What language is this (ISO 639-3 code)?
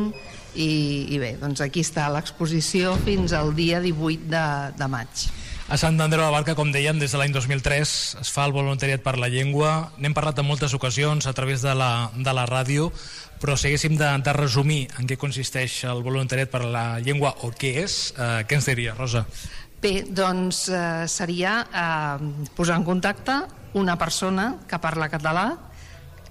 cat